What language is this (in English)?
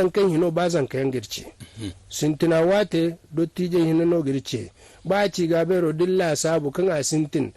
Zarma